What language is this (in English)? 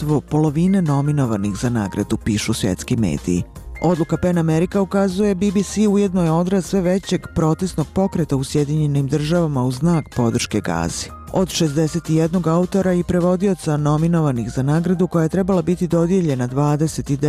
Bosnian